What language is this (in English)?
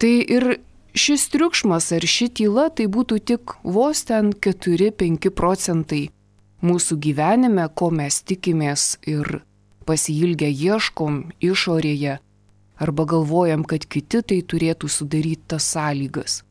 Lithuanian